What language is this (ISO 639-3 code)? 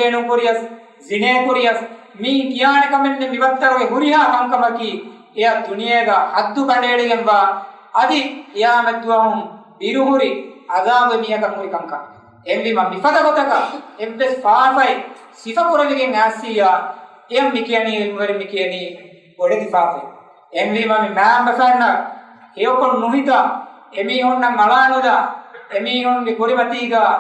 div